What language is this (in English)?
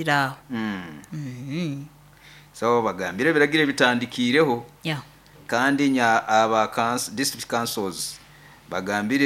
Nyoro